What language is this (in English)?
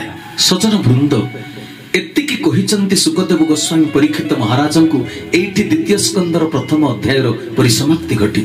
Odia